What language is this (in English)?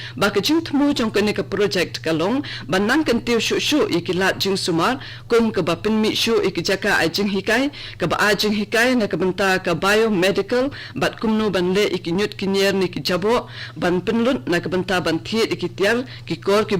Khasi